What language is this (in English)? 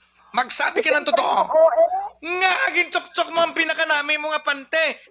Hiligaynon